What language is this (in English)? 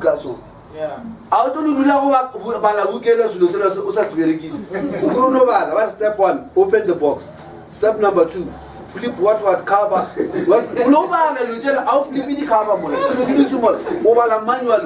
Northern Sotho